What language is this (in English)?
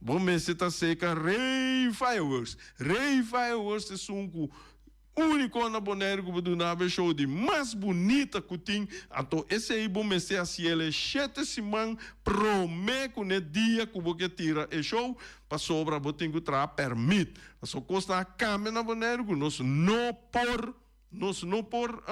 Papiamento